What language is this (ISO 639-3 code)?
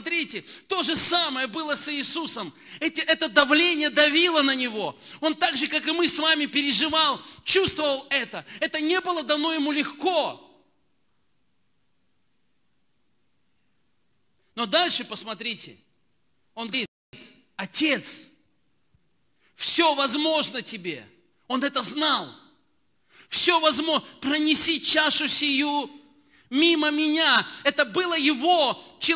rus